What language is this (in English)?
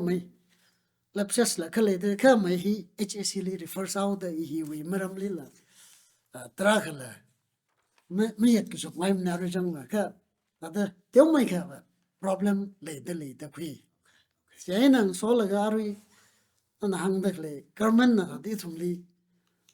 Tangkhul Naga (India)